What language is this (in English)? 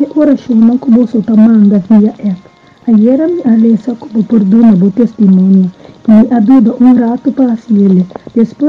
Papiamento